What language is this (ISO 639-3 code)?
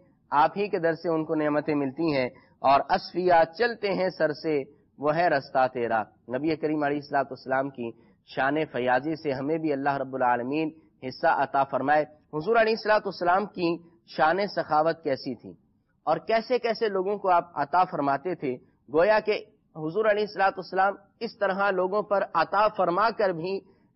urd